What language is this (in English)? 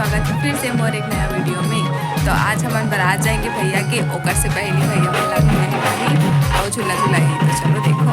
Chhattisgarhi